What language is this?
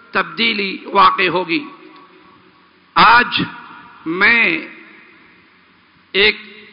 Urdu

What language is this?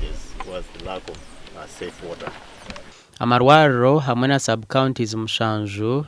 Nyankole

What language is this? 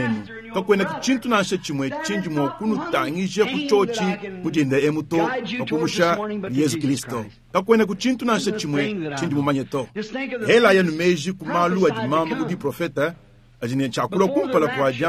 Luba-Lulua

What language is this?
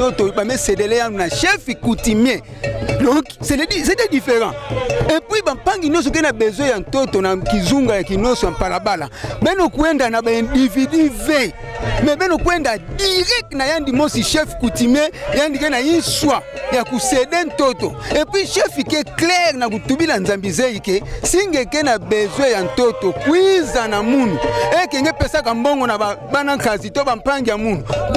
Kituba (Democratic Republic of Congo)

